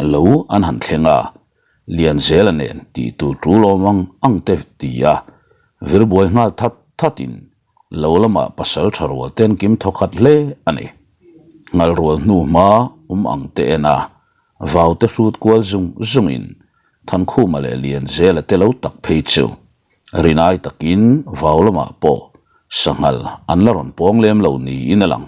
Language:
Mizo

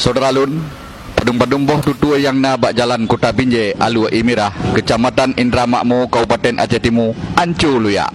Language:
Achinese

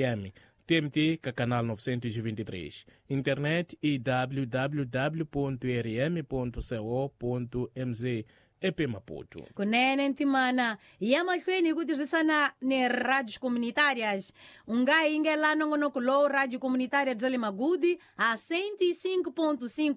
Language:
Tsonga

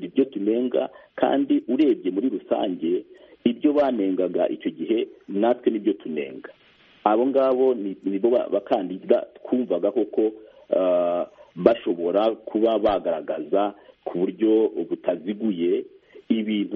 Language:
Kinyarwanda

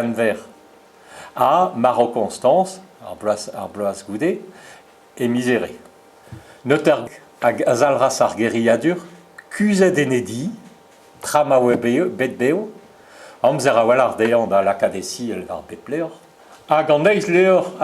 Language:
Breton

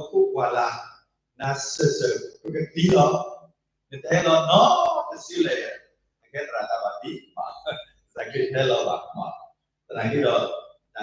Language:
S'gaw Karen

